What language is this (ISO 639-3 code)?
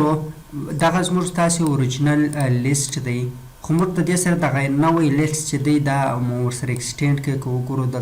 pus